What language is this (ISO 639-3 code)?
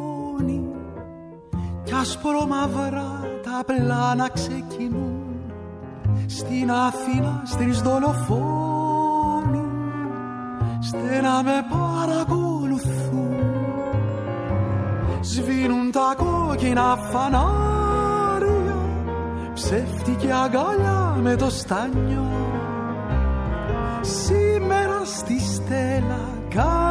ell